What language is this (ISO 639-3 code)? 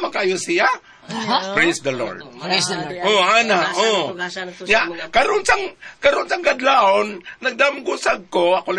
ceb